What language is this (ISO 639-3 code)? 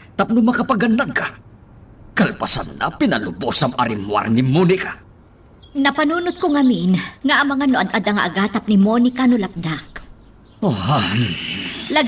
ilo